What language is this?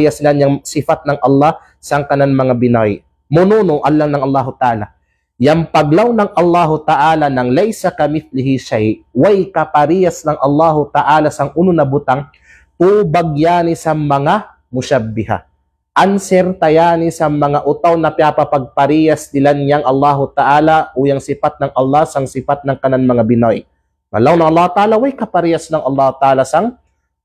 Kalagan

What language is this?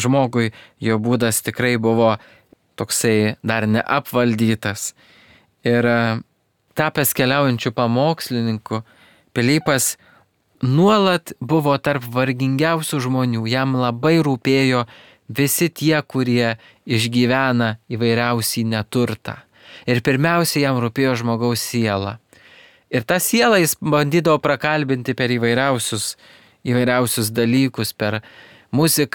Lithuanian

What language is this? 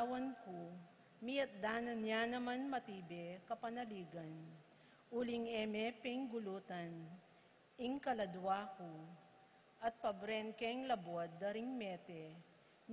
Pampanga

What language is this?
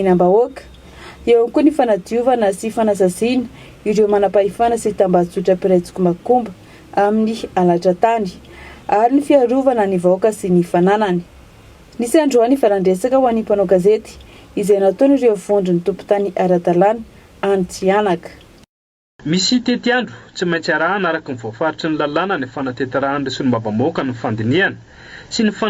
Malagasy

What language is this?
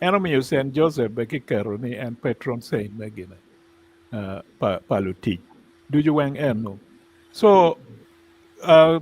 Acoli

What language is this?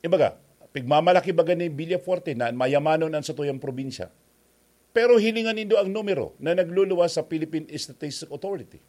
Bikol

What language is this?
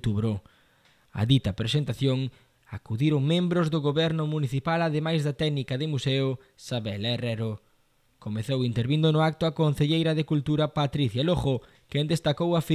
Galician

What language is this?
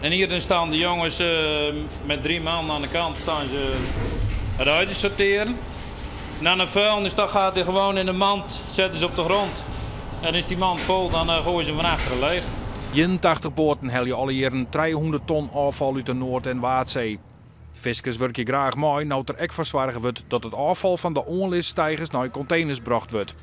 Western Frisian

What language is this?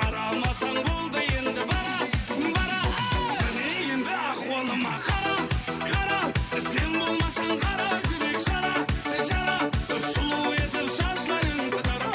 Kara-Kalpak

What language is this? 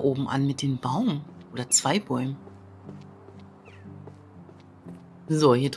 German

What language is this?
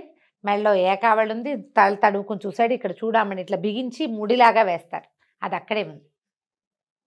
Telugu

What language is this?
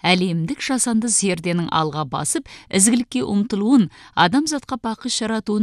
Kazakh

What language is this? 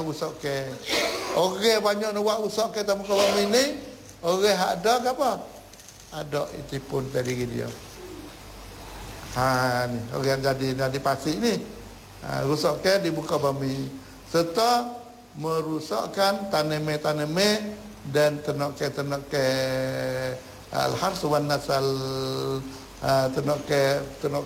Malay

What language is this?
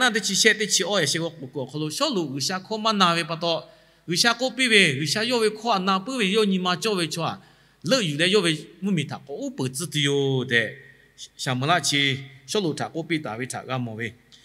Lahu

